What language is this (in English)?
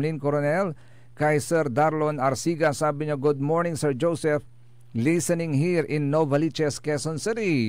Pangasinan